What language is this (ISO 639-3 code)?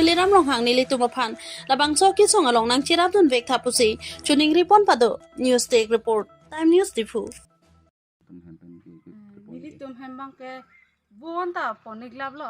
mjw